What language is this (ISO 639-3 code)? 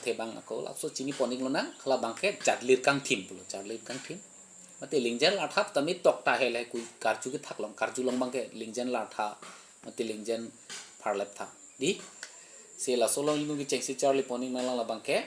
mjw